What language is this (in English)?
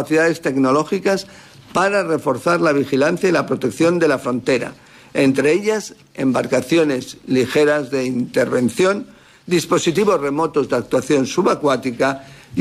Spanish